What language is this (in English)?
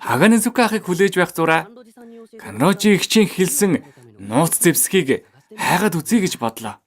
Mongolian